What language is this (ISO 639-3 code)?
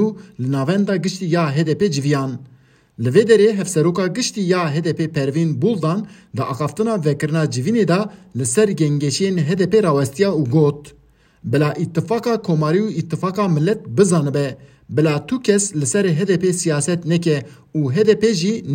kur